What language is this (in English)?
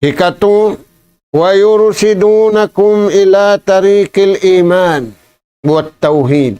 Tausug